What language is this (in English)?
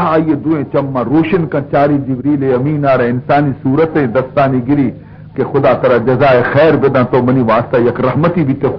Baluchi